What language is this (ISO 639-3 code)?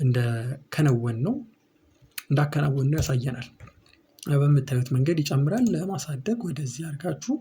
amh